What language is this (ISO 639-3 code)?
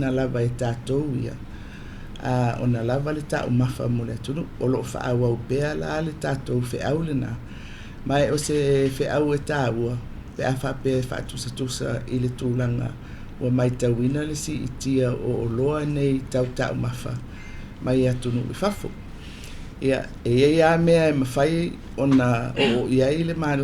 smo